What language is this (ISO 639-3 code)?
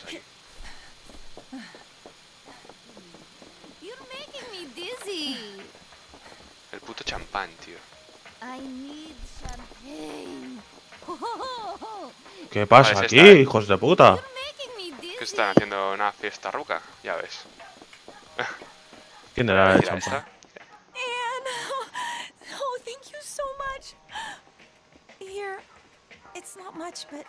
spa